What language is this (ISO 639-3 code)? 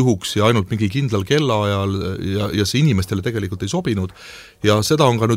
est